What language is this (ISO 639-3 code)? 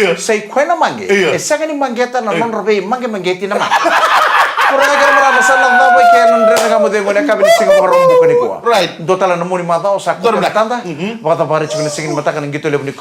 fij